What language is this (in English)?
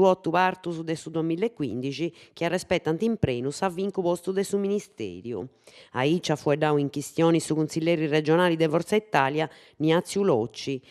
Sardinian